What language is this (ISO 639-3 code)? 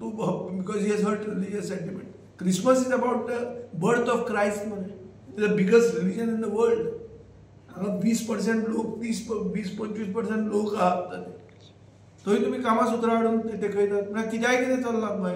kok